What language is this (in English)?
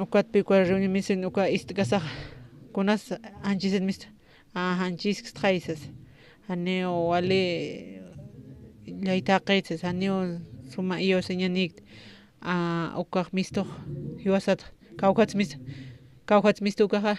Aymara